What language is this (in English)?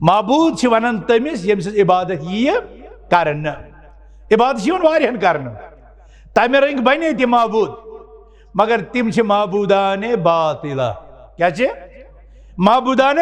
Kashmiri